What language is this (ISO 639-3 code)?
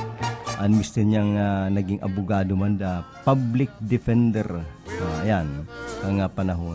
bik